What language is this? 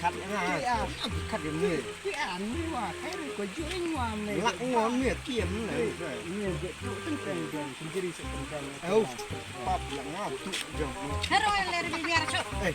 Khasi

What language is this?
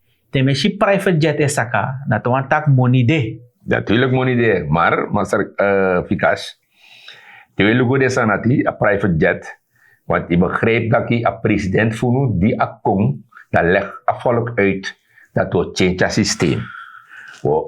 Sranan Tongo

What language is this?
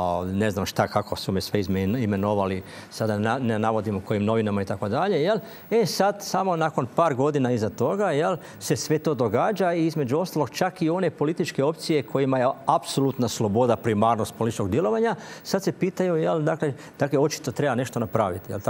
Croatian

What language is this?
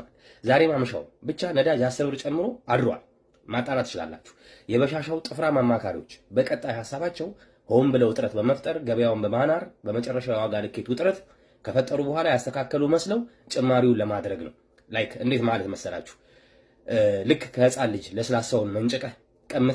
Amharic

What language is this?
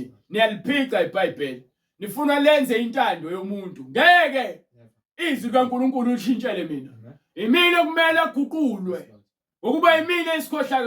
Zulu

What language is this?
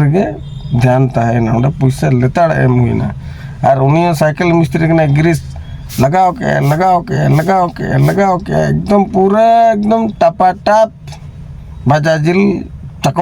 Santali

